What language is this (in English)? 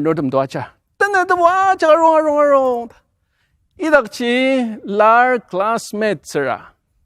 Ao Naga